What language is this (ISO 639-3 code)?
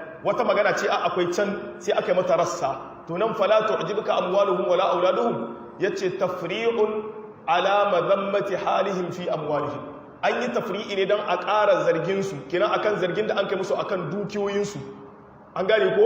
hau